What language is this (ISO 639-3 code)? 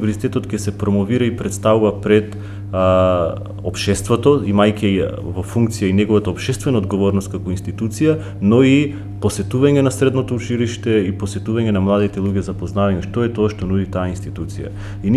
mkd